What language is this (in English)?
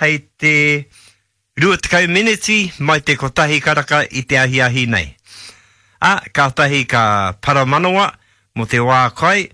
Māori